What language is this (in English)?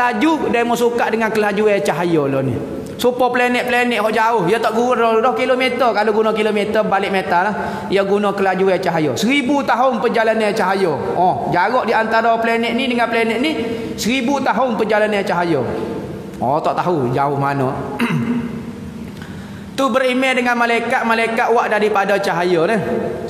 Malay